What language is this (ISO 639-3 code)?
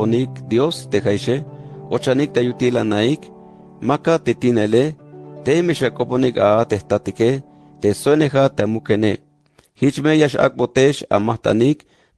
tzh